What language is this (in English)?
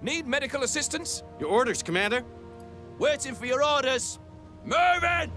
Bavarian